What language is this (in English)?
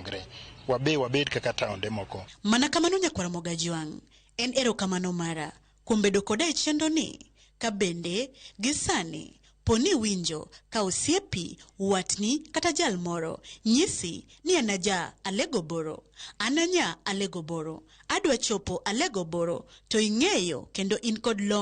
Luo (Kenya and Tanzania)